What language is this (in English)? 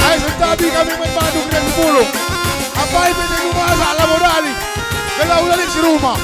Batak Karo